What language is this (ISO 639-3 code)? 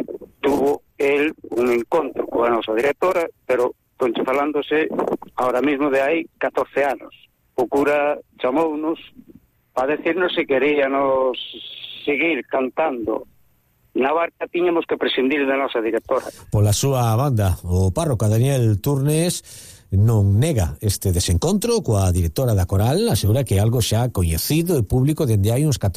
glg